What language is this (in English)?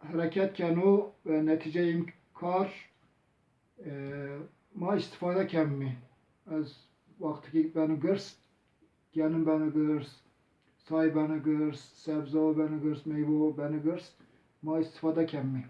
Zaza